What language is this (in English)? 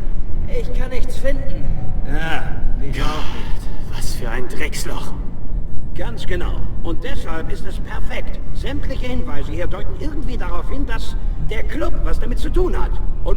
Bavarian